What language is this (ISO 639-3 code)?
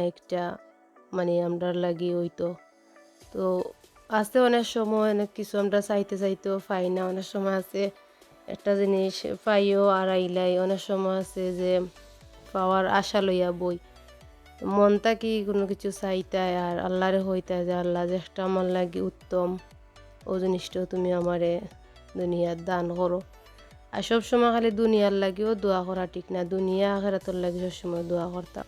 syl